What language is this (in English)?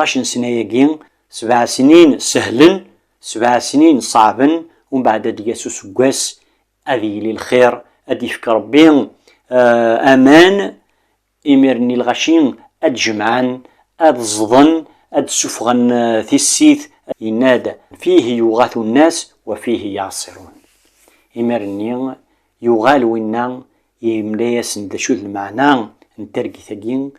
Kabyle